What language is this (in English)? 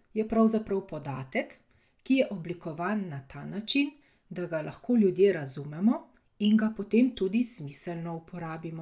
Slovenian